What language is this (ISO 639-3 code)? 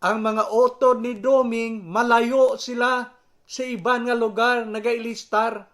hil